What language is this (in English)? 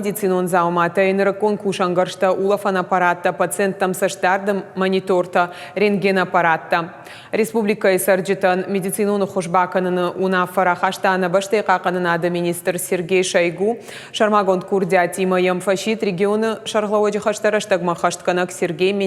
Ossetic